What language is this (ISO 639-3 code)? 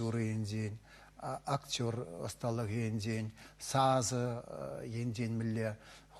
chv